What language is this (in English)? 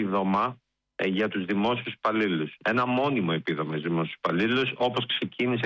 Greek